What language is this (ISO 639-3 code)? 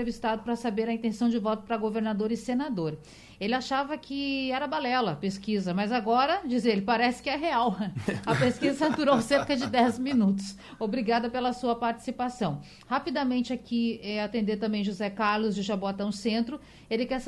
por